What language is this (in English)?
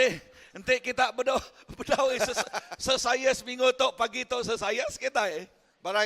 Iban